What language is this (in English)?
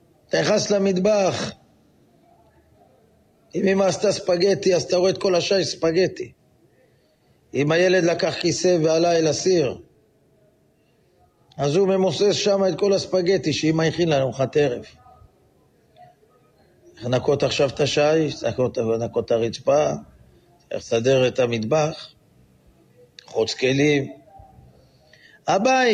Hebrew